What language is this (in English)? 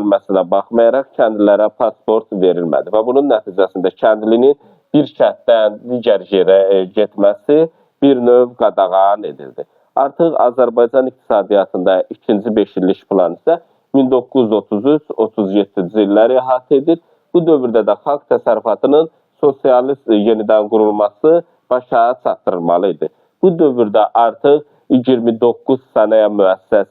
Azerbaijani